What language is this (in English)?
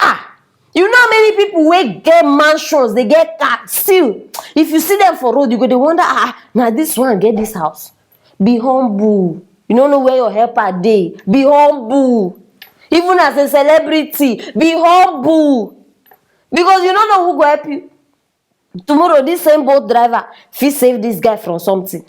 Nigerian Pidgin